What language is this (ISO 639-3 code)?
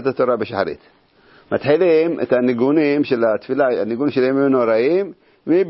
heb